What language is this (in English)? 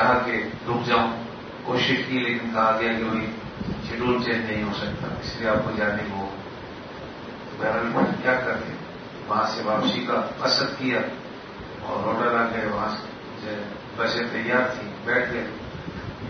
Urdu